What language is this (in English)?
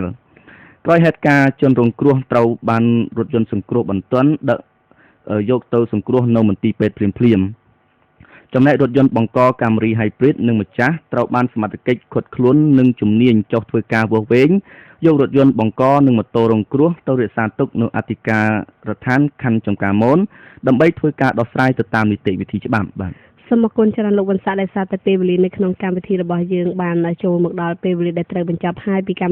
Khmer